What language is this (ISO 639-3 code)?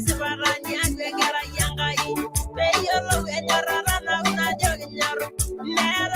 mas